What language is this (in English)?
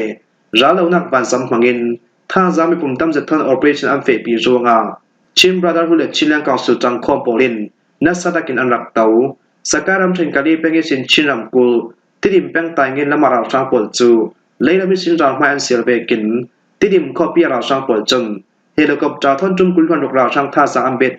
Falam Chin